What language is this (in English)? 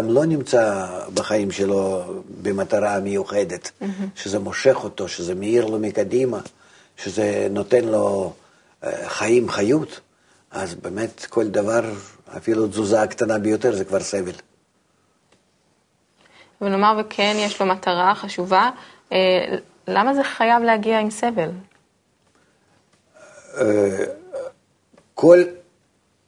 Hebrew